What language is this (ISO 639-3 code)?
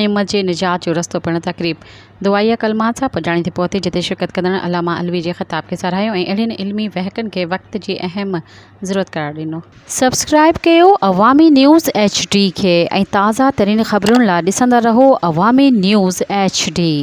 snd